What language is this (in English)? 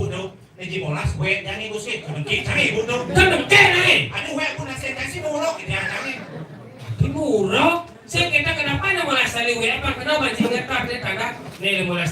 Balinese